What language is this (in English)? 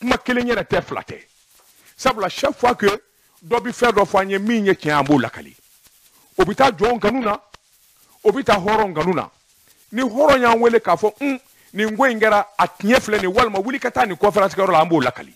Bambara